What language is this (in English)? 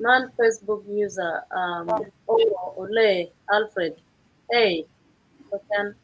Acoli